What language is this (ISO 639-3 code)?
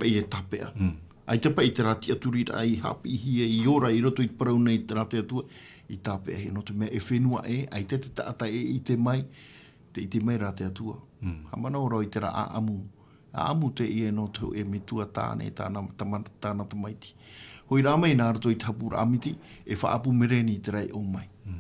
tah